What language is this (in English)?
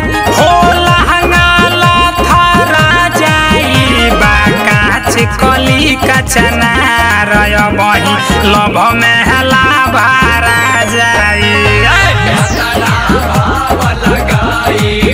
Bhojpuri